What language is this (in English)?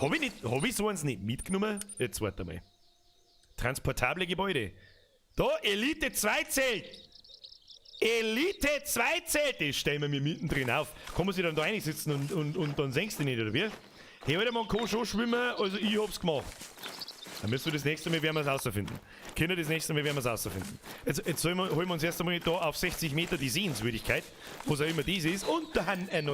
Bavarian